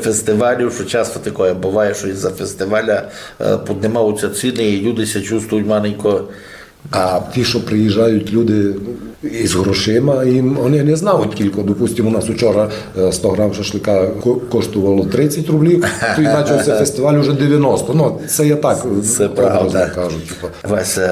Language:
Rusyn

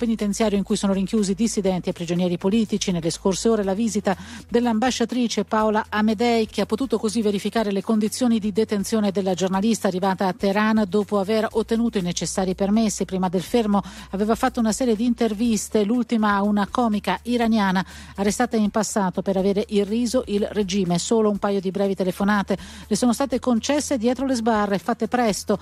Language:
Italian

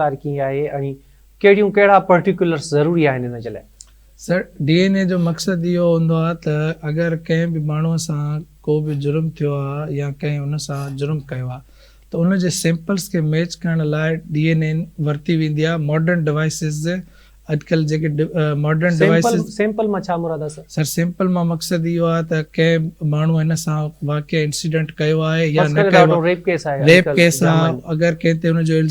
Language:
Sindhi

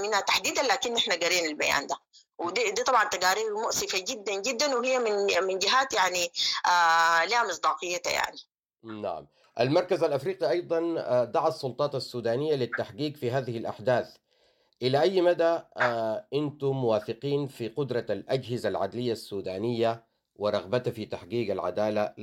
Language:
Sudanese Arabic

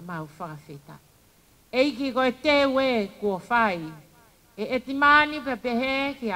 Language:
Tongan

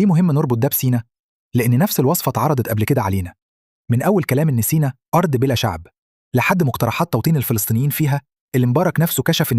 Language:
Egyptian Arabic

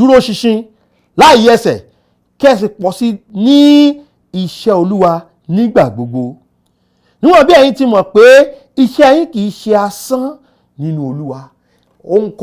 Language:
Yoruba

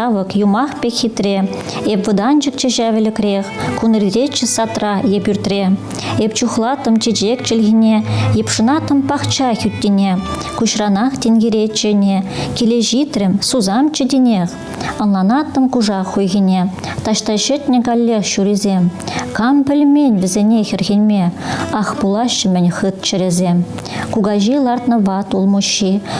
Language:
Chuvash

